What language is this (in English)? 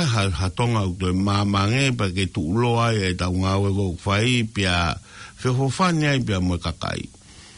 Tongan